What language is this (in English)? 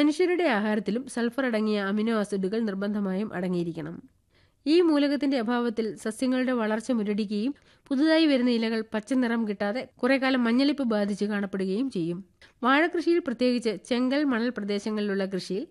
Malayalam